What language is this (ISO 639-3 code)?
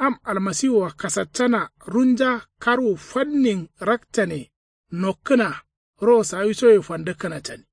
kau